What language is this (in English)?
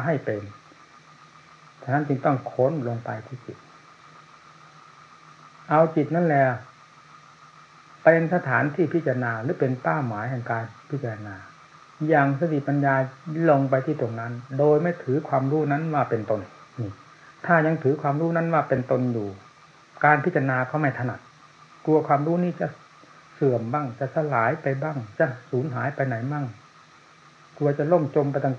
Thai